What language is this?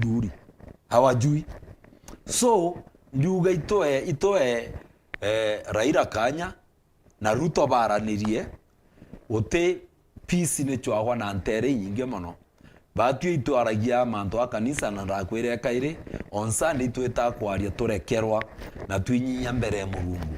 Meru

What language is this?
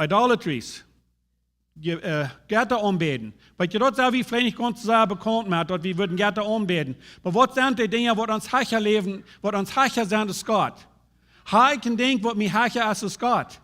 Plautdietsch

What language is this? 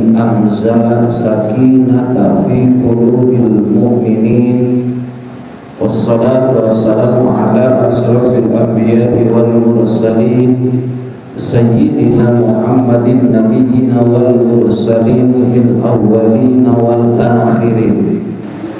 Sundanese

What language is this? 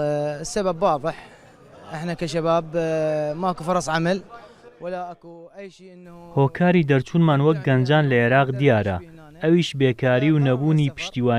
Central Kurdish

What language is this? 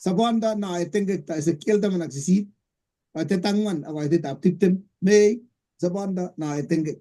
Kalenjin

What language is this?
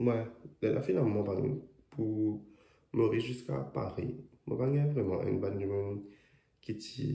Morisyen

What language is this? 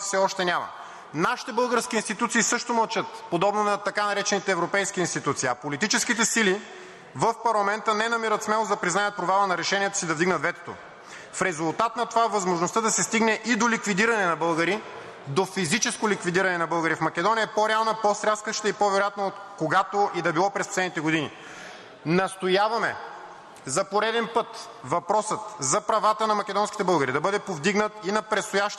Bulgarian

